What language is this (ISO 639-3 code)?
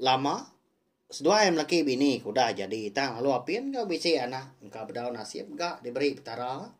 iba